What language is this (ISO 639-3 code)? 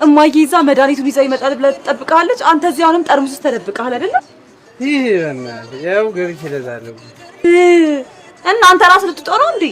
amh